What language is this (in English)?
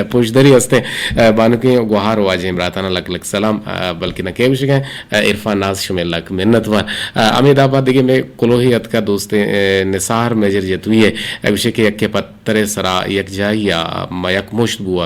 Eastern Balochi